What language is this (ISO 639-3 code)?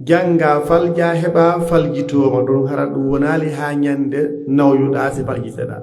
fuf